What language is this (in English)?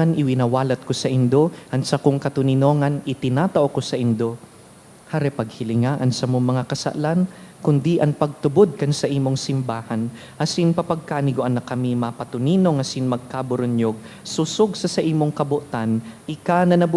Bikol